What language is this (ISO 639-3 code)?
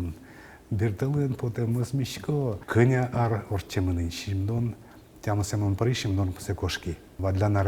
udm